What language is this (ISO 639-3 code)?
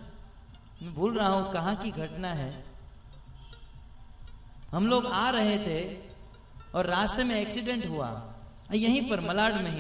hin